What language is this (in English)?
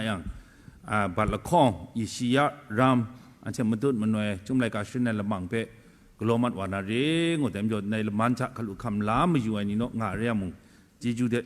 Kachin